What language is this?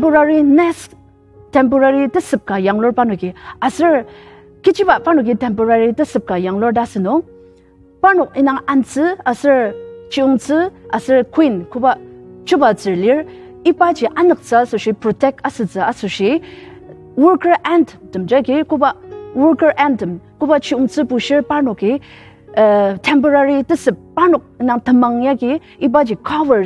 Ao Naga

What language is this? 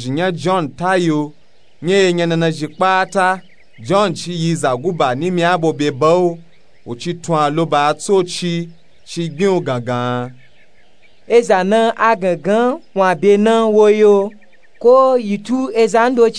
Nupe-Nupe-Tako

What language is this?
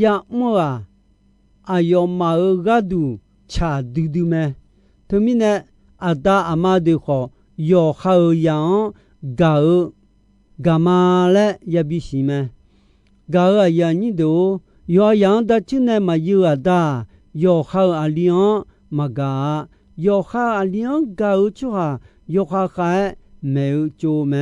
Akha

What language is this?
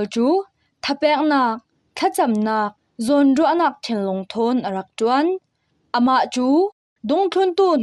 Falam Chin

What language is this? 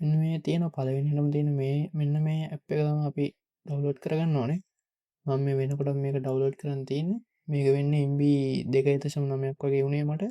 Sinhala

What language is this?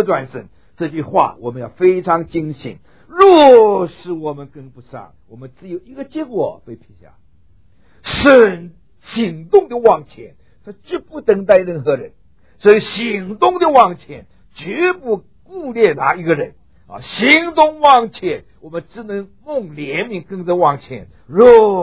Chinese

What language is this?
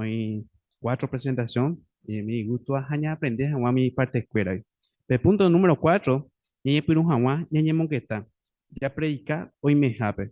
Guarani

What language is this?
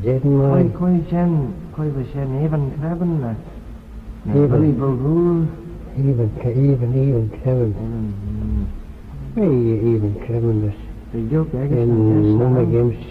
Manx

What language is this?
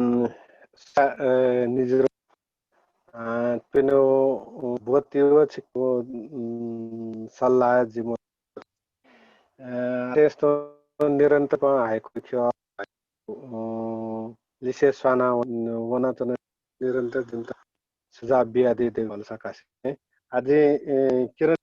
Newari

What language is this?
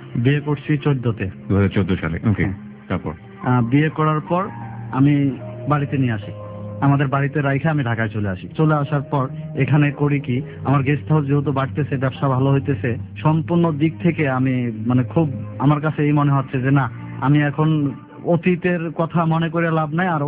Bangla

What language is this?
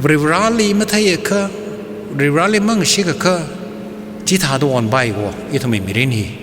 Tangkhul Naga (India)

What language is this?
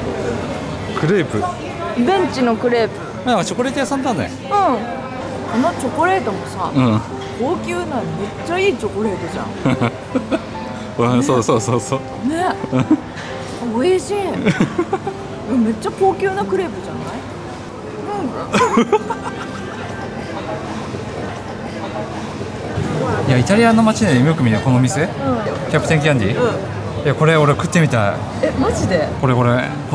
Japanese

